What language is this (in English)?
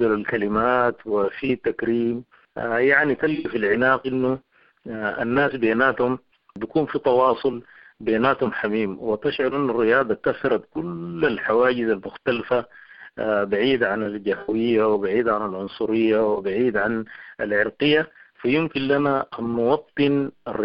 Sudanese Arabic